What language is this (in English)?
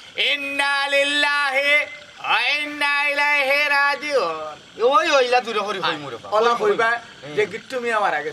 Sylheti